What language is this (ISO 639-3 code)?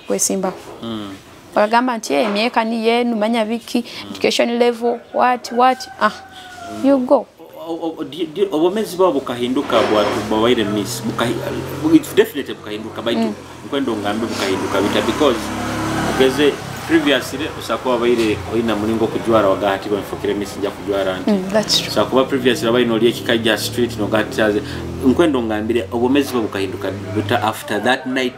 nyo